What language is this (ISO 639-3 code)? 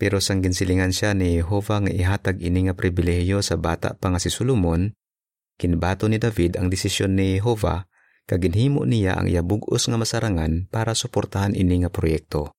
hil